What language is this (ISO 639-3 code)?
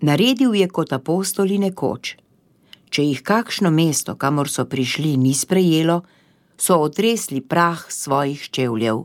slv